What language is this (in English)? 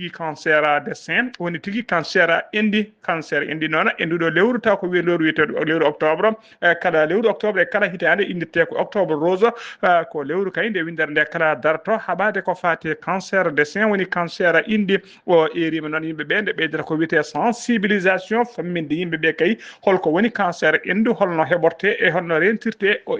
Fula